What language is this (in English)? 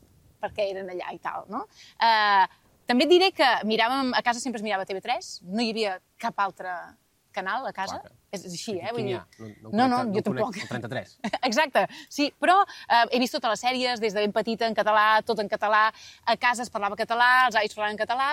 Catalan